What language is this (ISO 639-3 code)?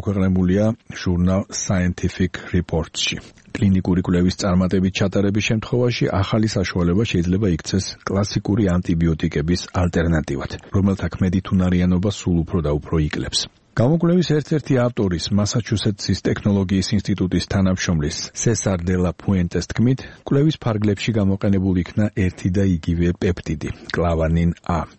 kat